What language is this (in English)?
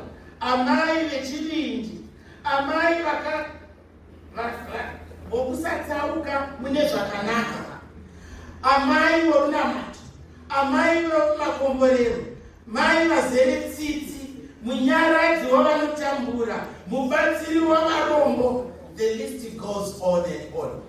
Shona